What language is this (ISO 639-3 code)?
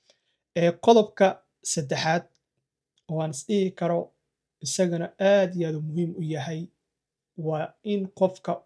som